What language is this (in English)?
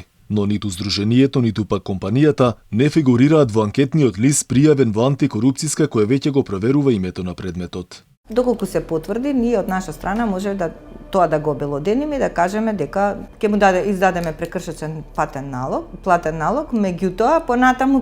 Macedonian